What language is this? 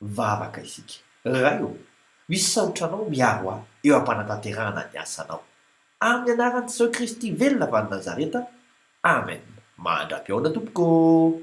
Malagasy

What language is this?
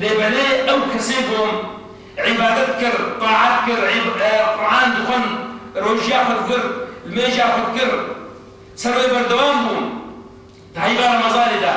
Kurdish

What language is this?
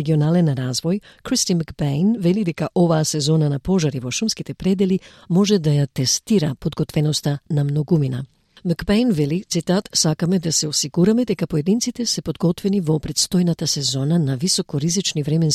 Macedonian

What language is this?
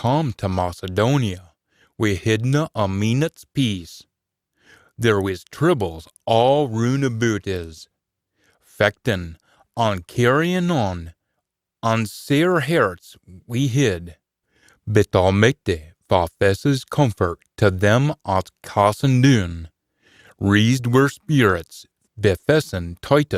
Scots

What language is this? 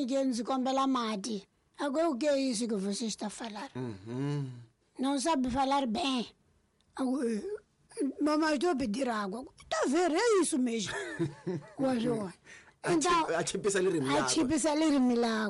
Tsonga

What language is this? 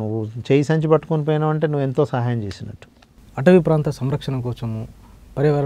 Telugu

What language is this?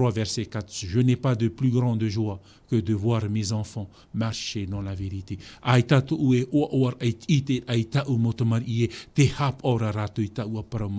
Tahitian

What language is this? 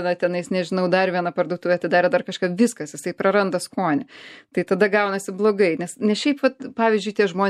Lithuanian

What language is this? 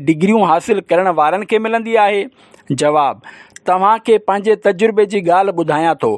Sindhi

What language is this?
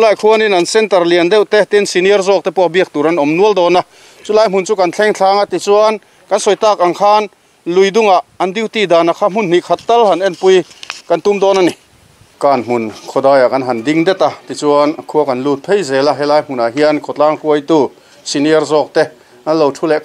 Mizo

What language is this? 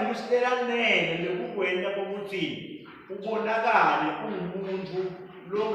Swati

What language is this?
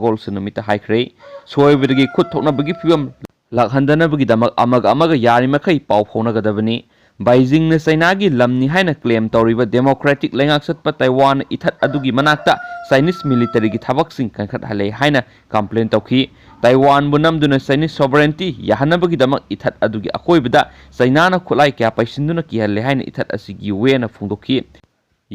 Manipuri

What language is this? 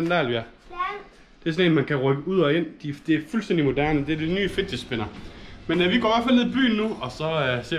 Danish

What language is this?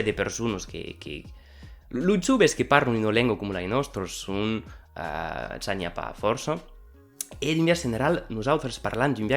Occitan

